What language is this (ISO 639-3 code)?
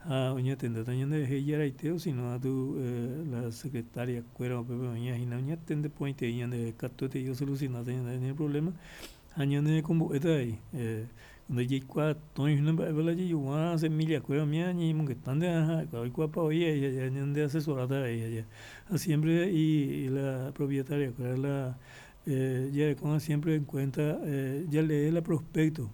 grn